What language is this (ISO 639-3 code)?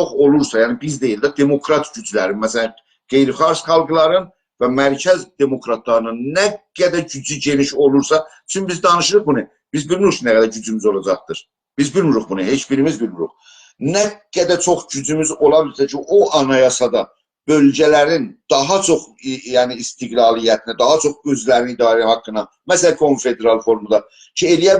azb